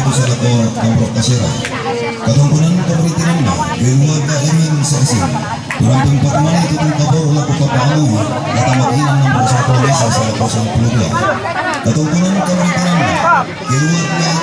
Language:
Toraja-Sa'dan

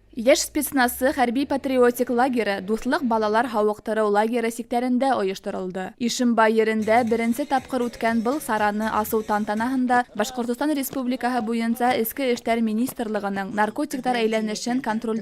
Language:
Bashkir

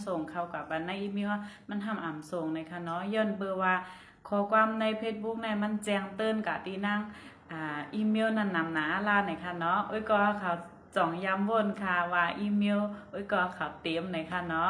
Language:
Shan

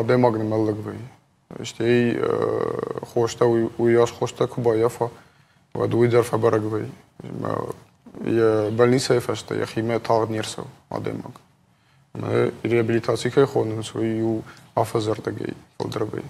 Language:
Ossetic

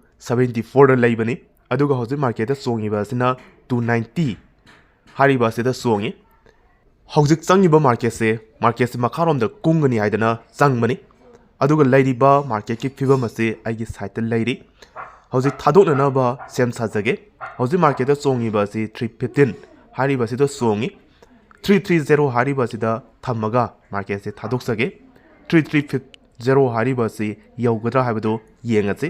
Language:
Manipuri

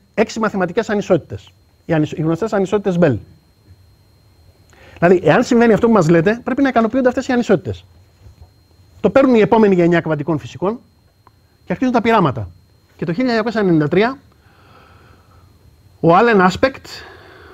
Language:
Greek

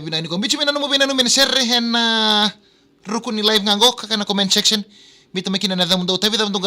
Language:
Fijian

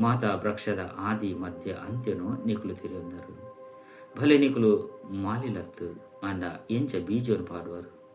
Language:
Tulu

